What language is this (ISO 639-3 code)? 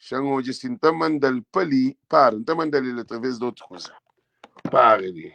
kea